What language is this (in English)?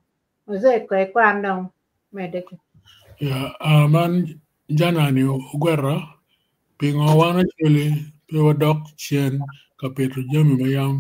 Acoli